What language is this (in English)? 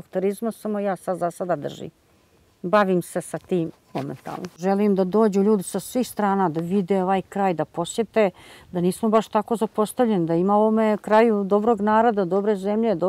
Bosnian